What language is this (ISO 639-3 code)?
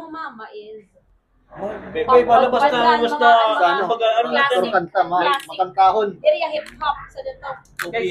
war